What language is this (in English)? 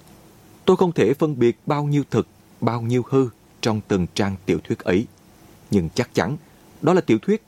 Vietnamese